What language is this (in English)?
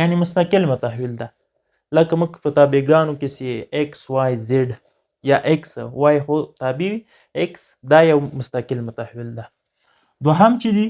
Pashto